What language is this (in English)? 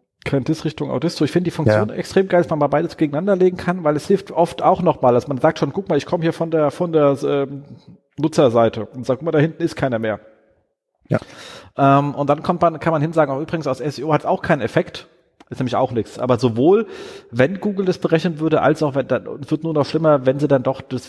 German